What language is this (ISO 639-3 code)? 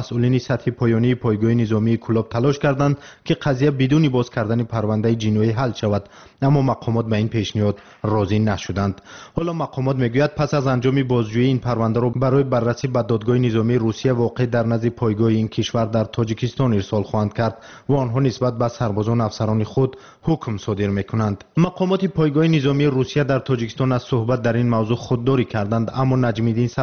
tgk